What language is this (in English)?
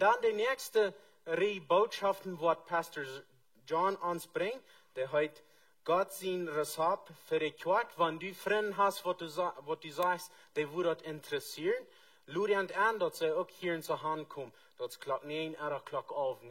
Plautdietsch